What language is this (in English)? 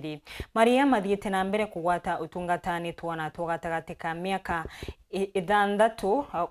Meru